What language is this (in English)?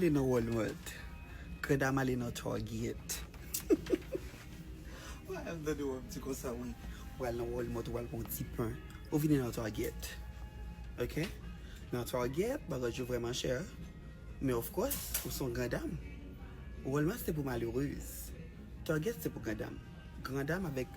Haitian Creole